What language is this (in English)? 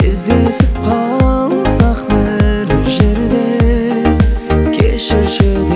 Kazakh